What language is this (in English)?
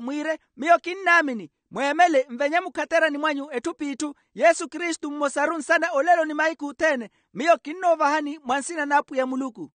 Makhuwa